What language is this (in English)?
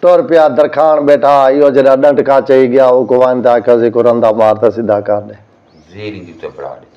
Saraiki